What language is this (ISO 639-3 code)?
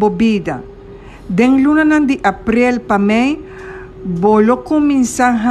pap